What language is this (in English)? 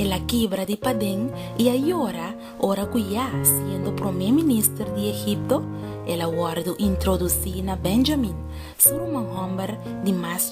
Papiamento